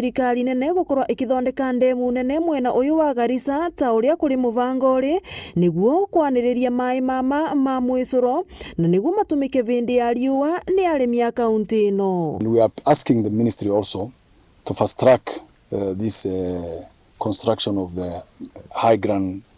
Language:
Meru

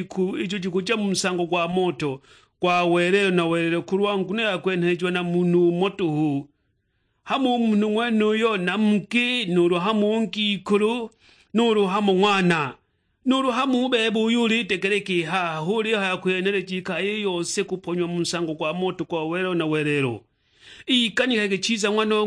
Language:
Sukuma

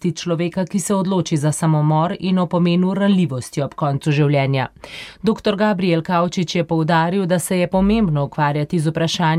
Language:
Slovenian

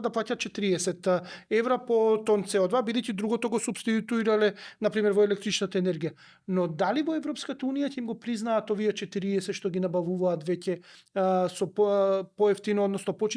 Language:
Macedonian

